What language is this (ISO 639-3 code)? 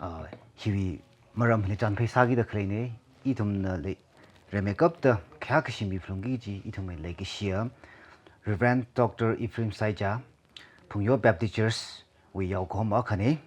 nmf